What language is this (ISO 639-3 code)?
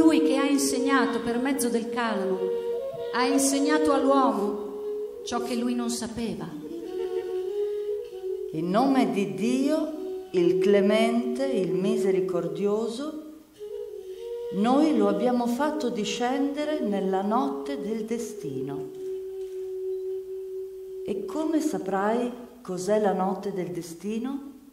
ita